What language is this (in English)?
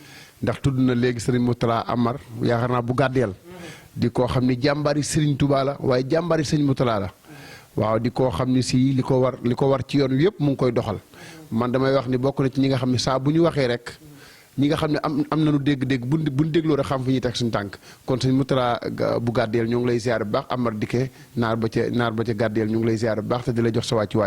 Wolof